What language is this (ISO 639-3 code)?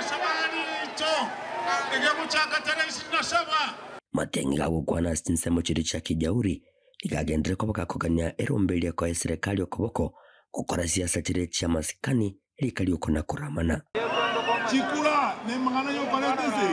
guz